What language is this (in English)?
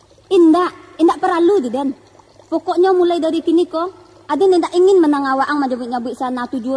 Minangkabau